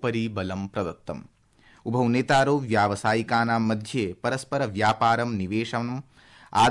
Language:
Sanskrit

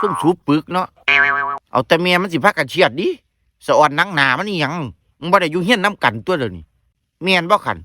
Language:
Northeastern Thai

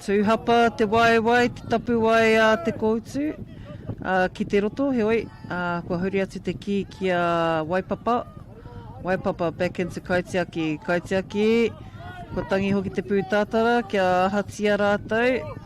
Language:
Māori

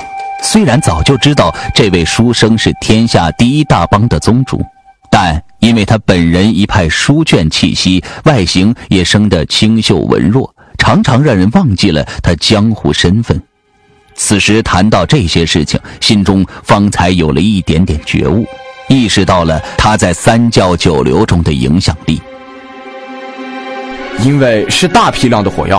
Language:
Chinese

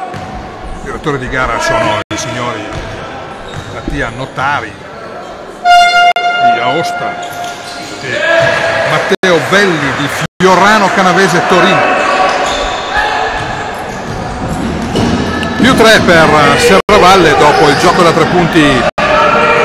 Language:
Italian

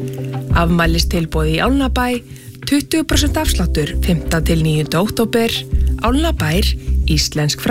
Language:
Icelandic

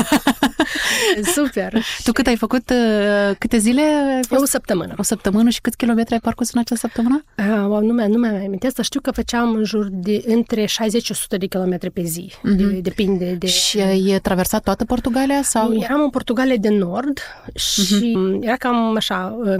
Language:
Romanian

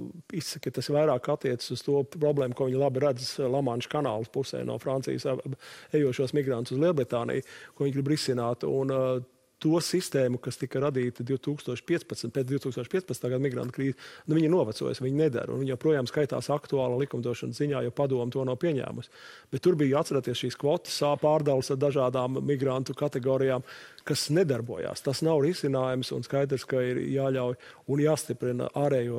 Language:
Latvian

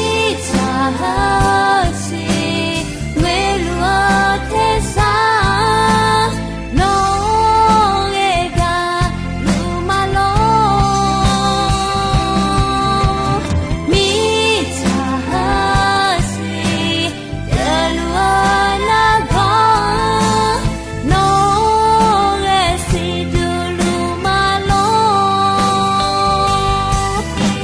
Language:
Akha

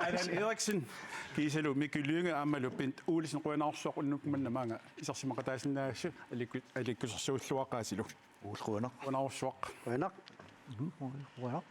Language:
Kalaallisut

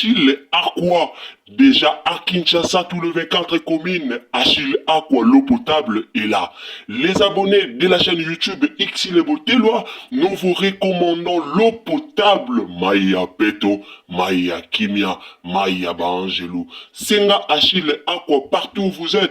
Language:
Lingala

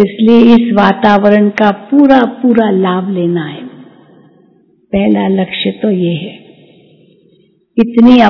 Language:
Hindi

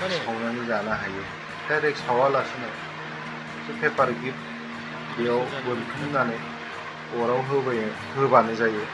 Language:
Bodo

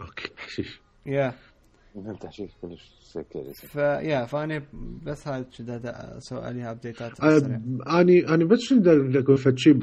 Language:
Mesopotamian Arabic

